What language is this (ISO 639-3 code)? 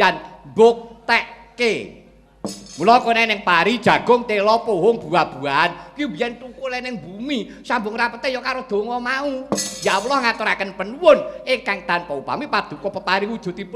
jav